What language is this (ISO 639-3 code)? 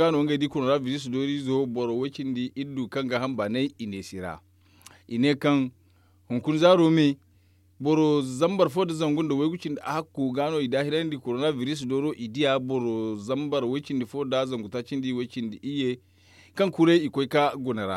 dje